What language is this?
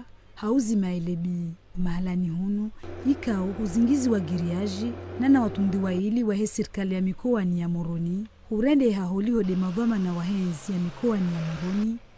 Ngazidja Comorian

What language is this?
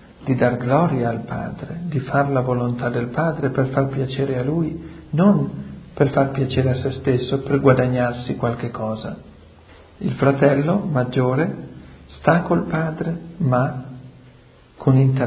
Italian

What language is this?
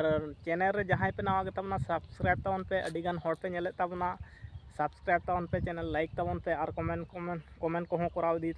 Santali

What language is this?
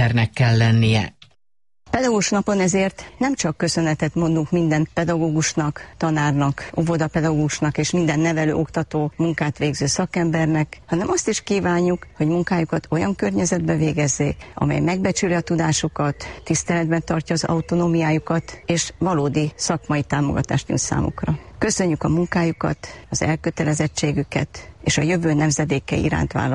Hungarian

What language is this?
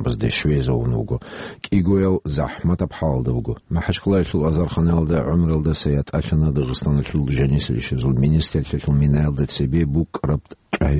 Avaric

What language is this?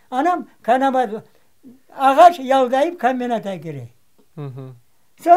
Crimean Tatar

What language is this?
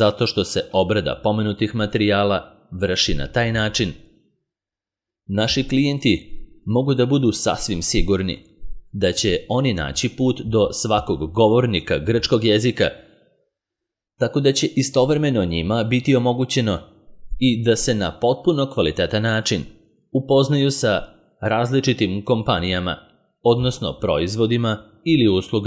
Serbian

